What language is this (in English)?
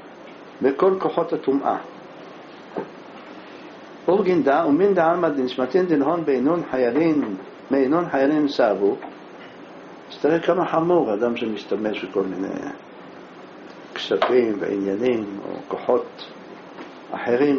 Hebrew